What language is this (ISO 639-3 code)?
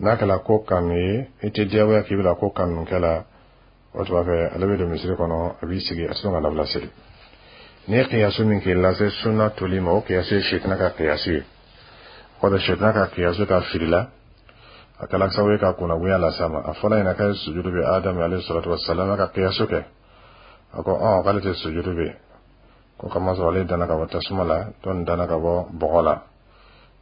dyu